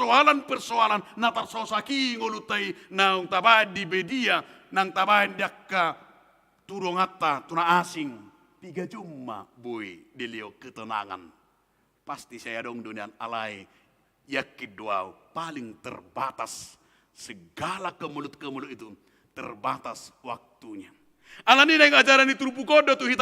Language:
Batak Toba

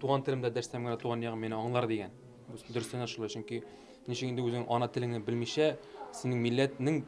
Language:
Tatar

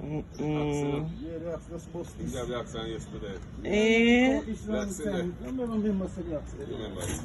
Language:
Jamaican Creole English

